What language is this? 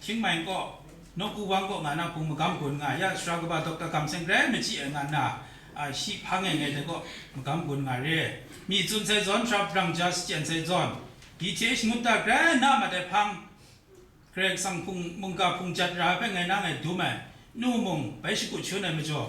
Kachin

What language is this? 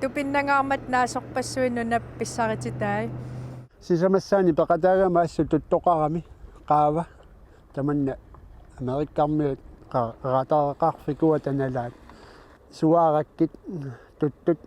Kalaallisut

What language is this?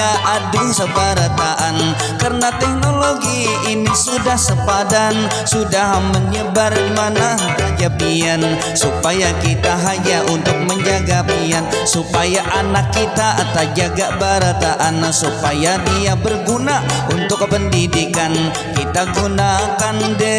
Banjar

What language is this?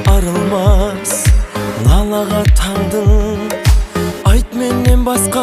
Kara-Kalpak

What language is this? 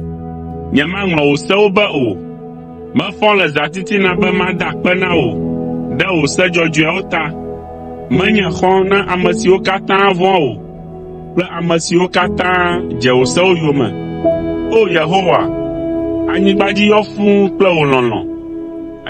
Ewe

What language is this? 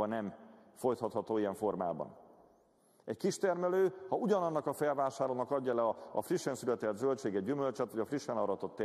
Hungarian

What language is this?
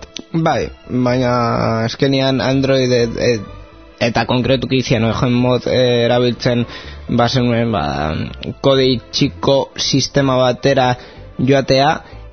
Basque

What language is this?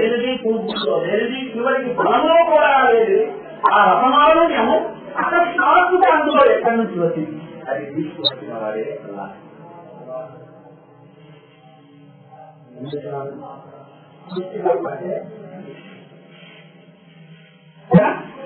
Telugu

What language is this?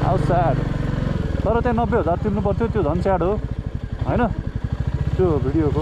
Nepali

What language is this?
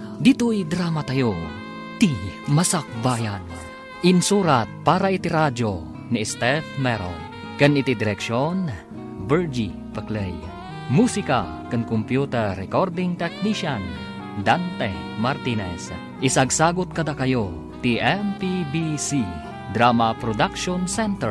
Iloko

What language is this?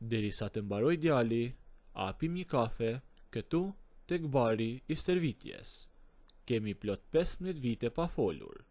Albanian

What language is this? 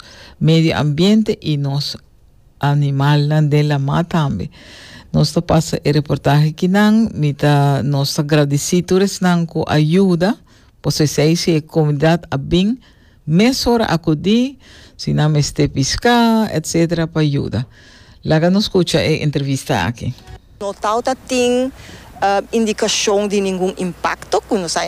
Papiamento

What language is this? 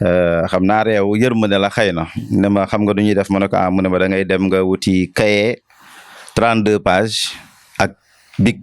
Wolof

